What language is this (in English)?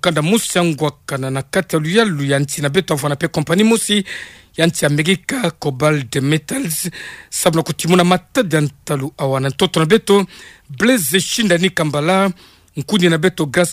Kituba (Democratic Republic of Congo)